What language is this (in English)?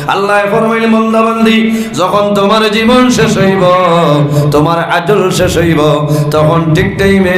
Sylheti